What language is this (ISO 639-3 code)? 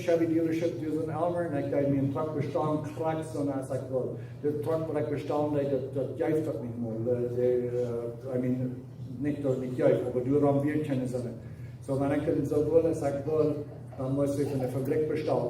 pdt